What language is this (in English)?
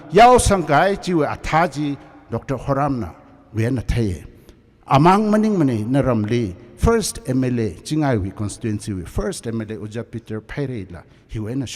Tangkhul Naga (India)